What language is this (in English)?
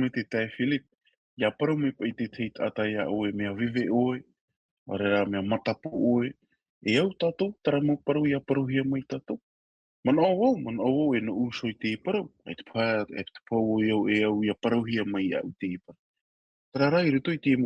Tahitian